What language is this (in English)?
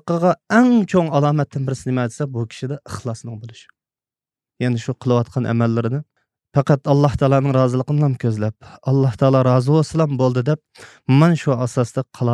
Uyghur